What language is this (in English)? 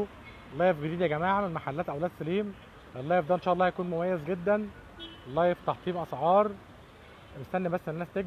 Egyptian Arabic